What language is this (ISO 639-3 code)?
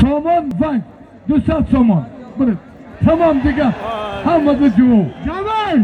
tgk